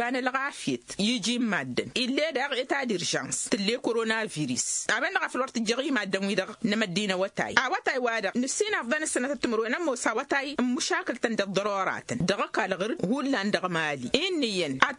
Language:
Tamasheq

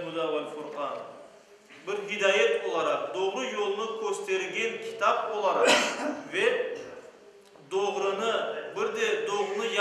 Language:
Crimean Tatar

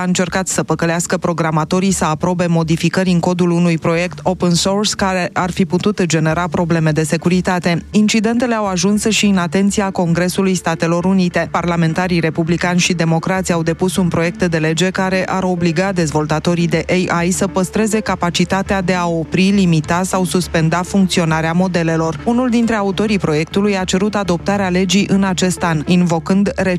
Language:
Romanian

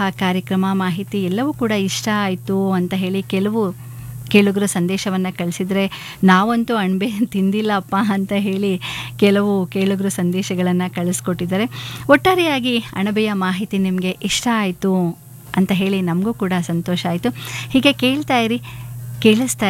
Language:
Kannada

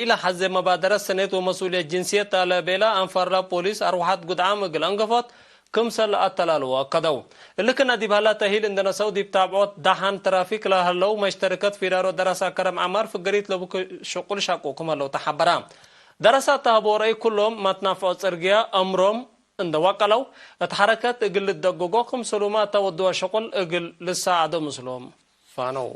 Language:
Tigre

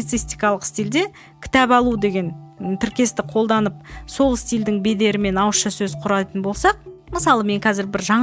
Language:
Kazakh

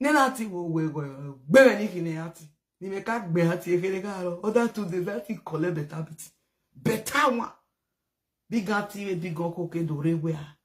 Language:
Nigerian Pidgin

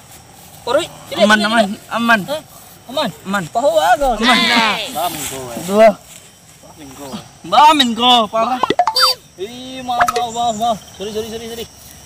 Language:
Minangkabau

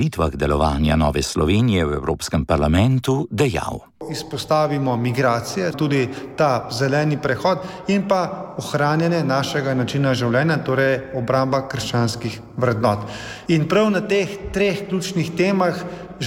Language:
Slovenian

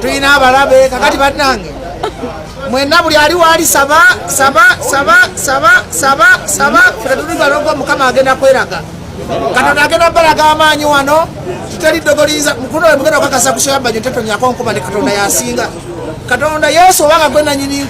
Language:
Ganda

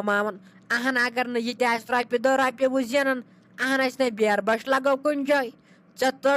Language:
Kashmiri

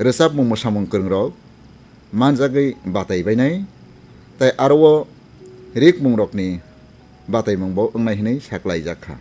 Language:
Kok Borok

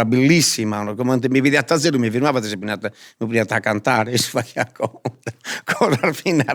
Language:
Sardinian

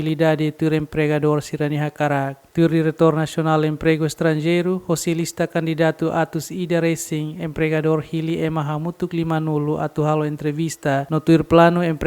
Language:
Tetum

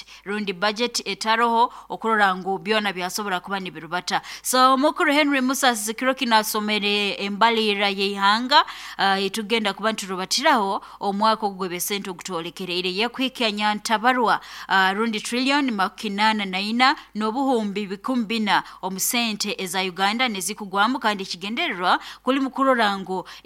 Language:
Nyoro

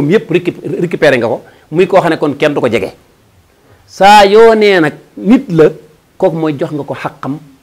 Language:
Wolof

